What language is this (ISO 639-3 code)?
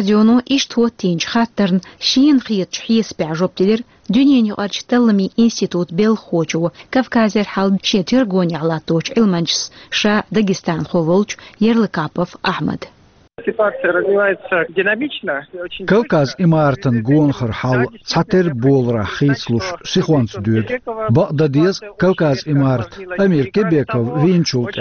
che